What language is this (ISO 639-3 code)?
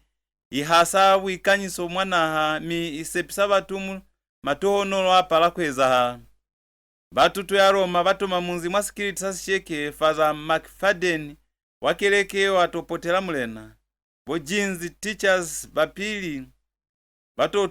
loz